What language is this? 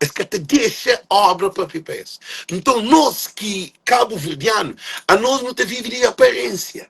Kabuverdianu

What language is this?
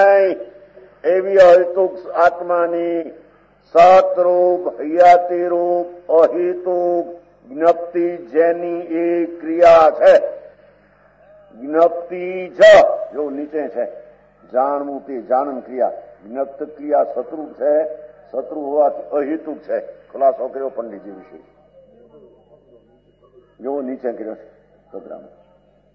Gujarati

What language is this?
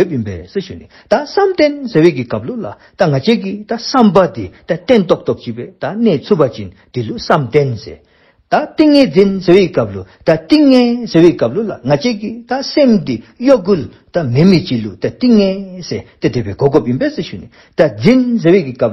Dzongkha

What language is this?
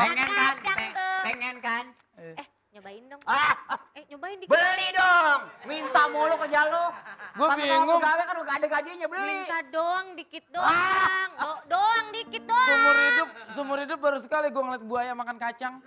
Betawi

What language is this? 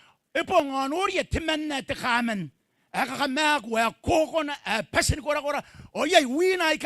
Gilbertese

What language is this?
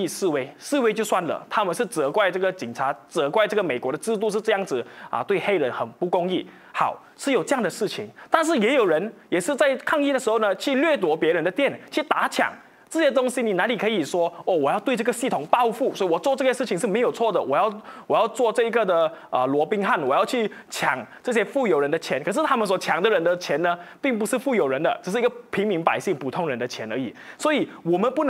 Chinese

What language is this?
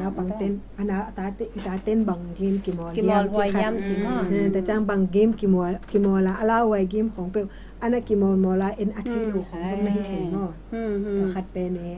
Tedim Chin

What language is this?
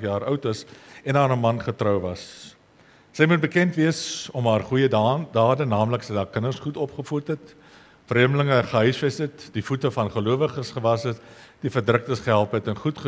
Afrikaans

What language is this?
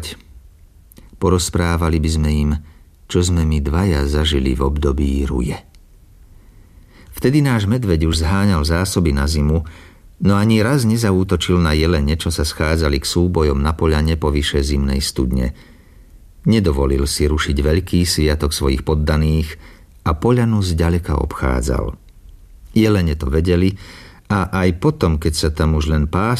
Slovak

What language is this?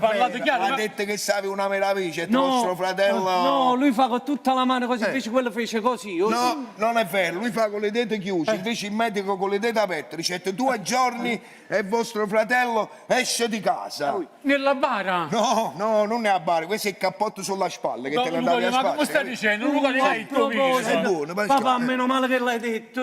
Neapolitan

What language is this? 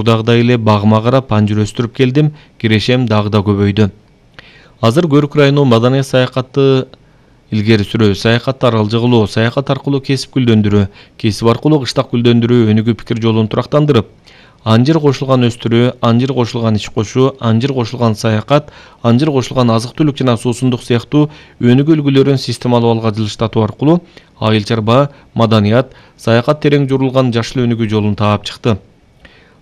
Kyrgyz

